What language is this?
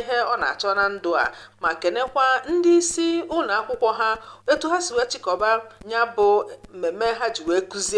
Igbo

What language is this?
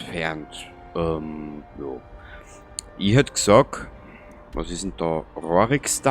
Bavarian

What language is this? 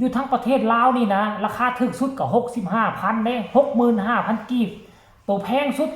Lao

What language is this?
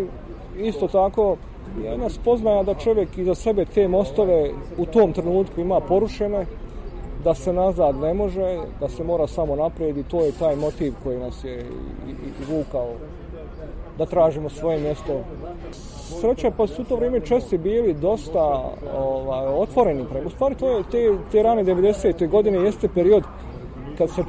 Bosnian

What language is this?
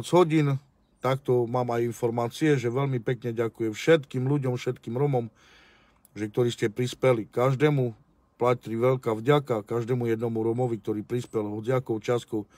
Slovak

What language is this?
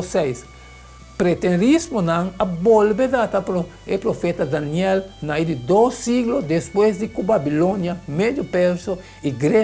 Papiamento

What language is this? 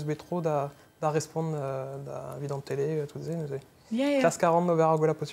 Breton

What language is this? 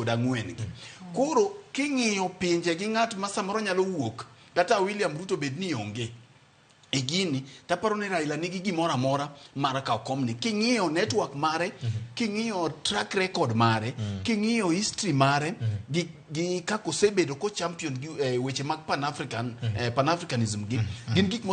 Luo (Kenya and Tanzania)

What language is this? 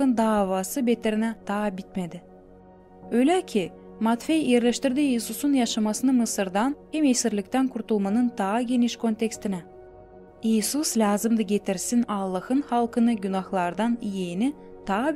Gagauz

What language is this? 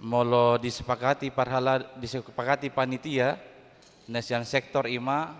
Batak Toba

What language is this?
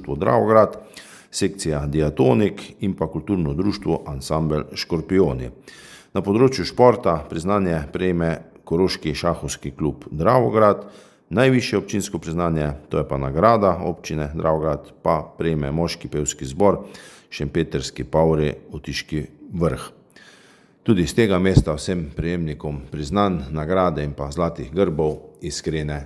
Slovenian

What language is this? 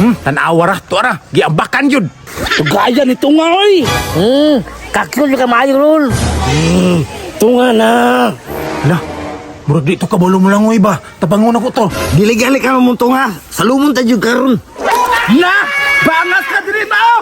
Cebuano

